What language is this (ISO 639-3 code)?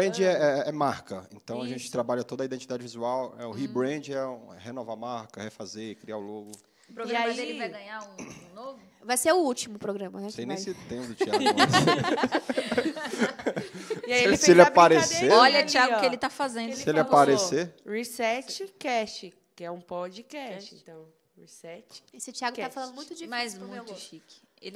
por